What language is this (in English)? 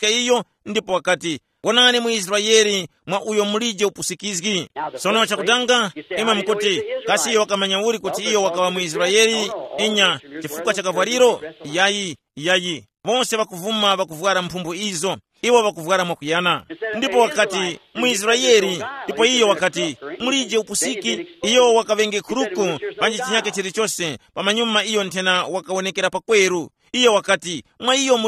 Tumbuka